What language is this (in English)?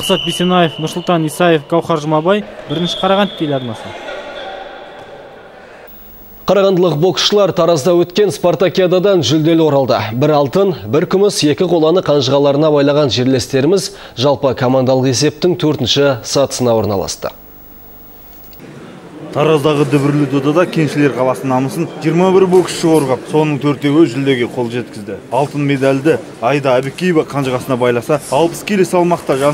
Kazakh